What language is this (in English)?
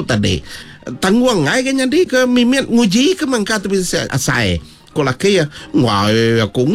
Iban